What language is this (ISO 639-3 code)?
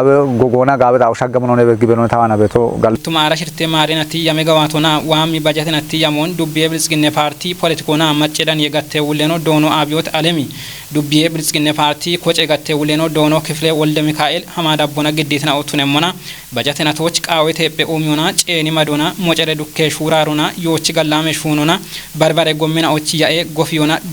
kbr